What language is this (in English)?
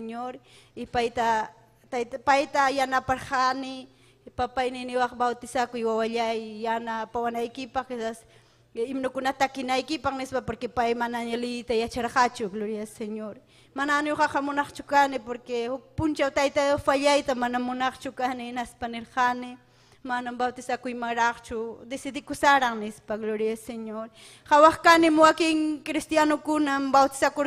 Ayacucho Quechua